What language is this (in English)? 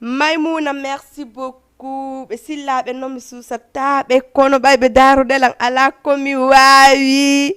Fula